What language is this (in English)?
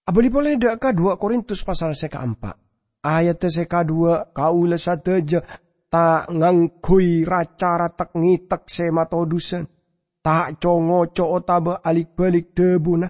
Madurese